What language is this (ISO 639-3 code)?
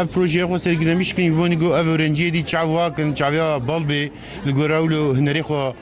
kur